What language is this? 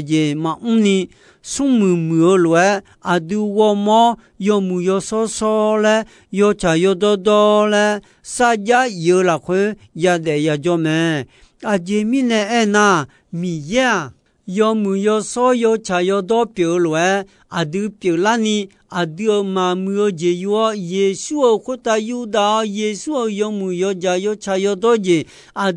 Akha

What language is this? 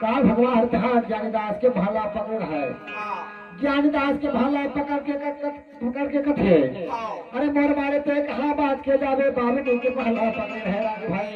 Chhattisgarhi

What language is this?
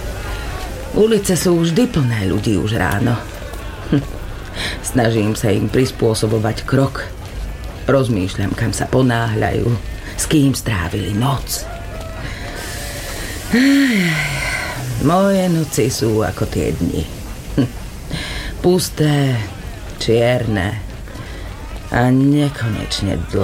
Slovak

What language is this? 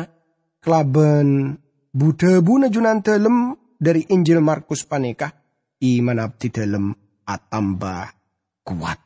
Madurese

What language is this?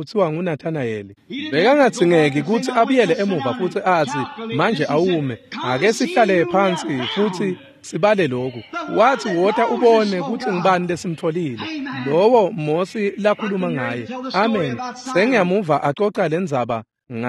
Swati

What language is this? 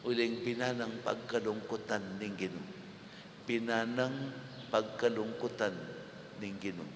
Pampanga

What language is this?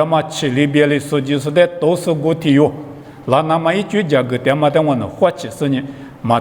Lisu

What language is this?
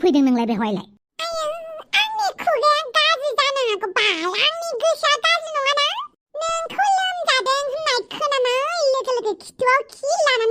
Bodo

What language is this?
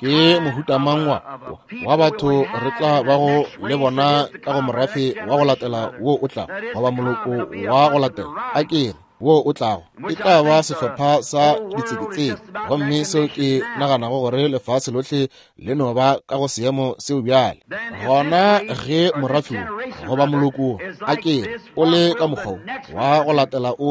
Northern Sotho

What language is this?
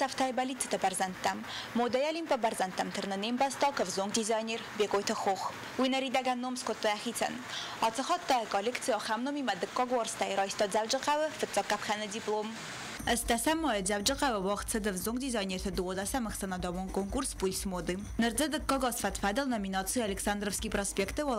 Ossetic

